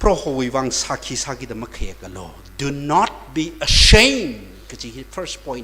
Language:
Tangkhul Naga (India)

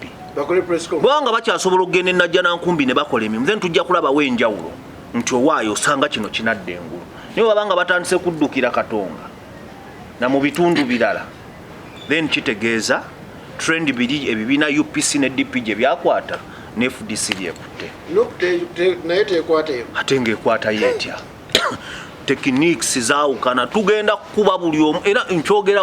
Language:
Ganda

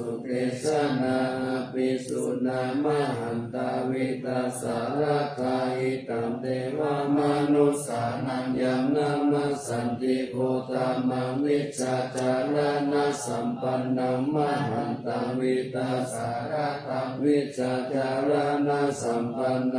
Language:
Pali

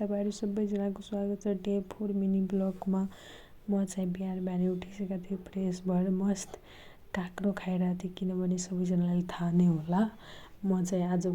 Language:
Nepali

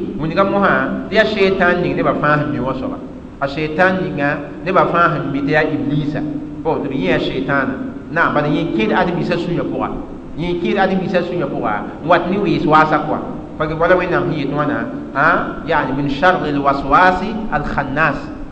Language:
Mossi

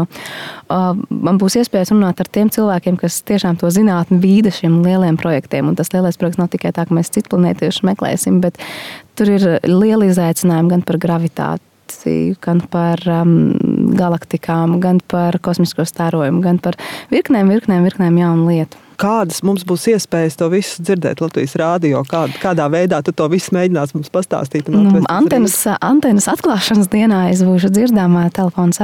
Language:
Latvian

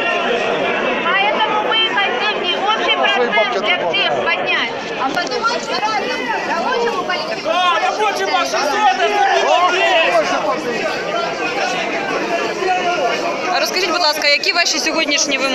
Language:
Ukrainian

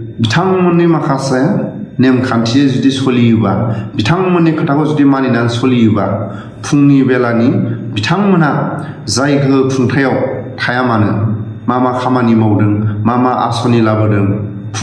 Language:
Bodo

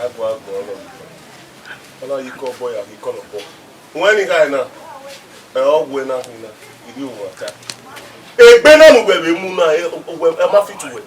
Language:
Bini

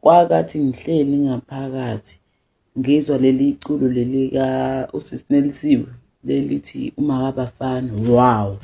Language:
Zulu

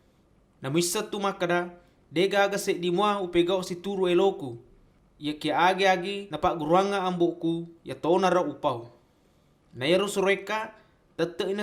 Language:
Buginese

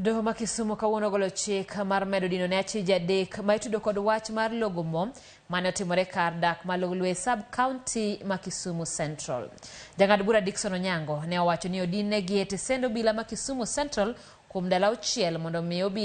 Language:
Luo (Kenya and Tanzania)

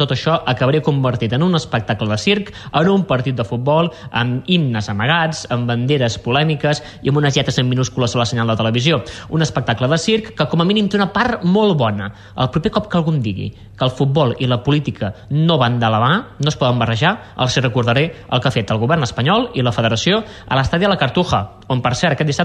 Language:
Catalan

